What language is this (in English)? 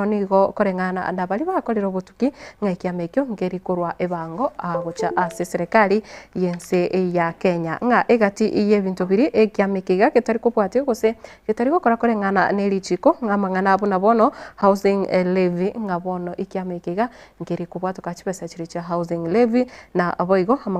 Gusii